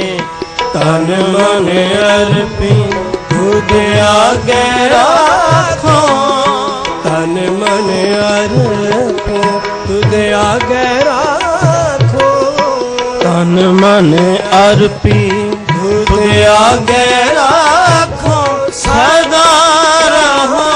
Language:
Punjabi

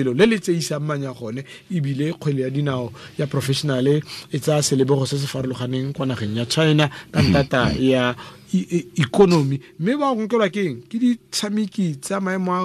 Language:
Tswana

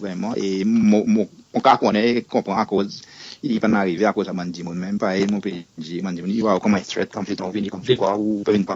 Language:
Seselwa Creole French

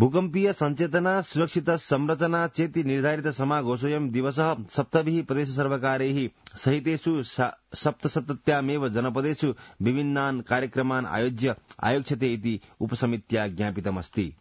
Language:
Sanskrit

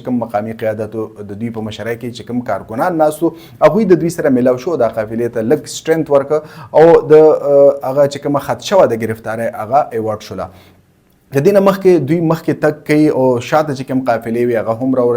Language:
Pashto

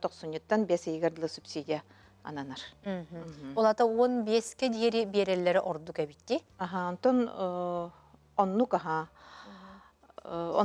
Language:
Yakut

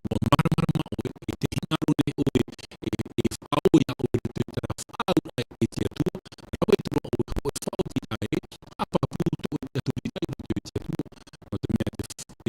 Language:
Tahitian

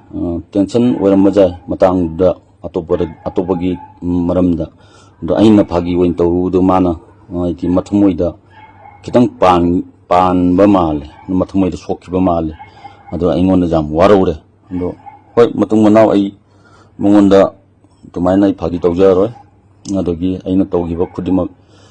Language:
Manipuri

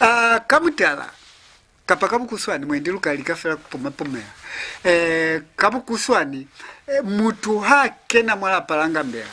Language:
Lozi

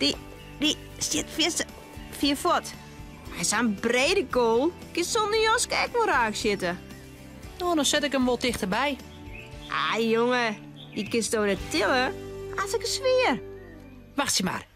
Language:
Western Frisian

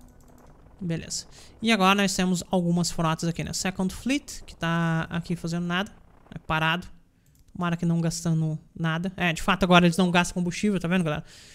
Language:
Portuguese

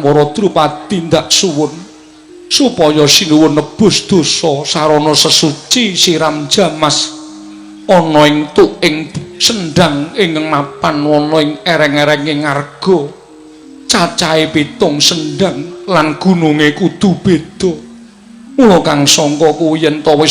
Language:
Javanese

